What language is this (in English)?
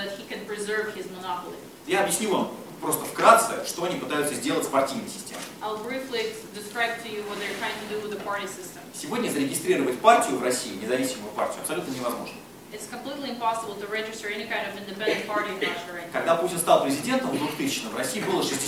Russian